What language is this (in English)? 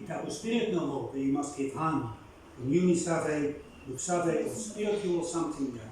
Bislama